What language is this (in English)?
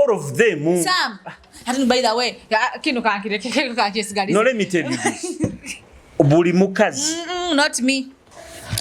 Nyoro